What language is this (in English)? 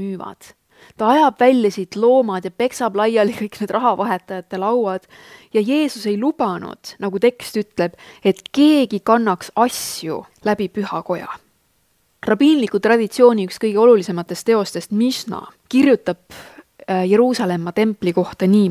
Estonian